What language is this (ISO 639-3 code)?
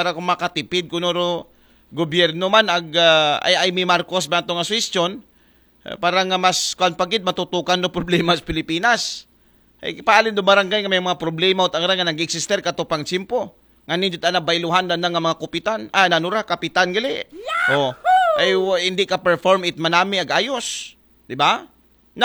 akl